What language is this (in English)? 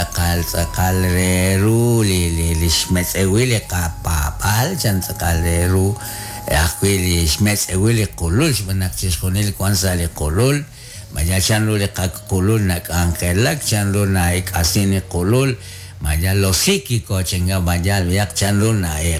Kekchí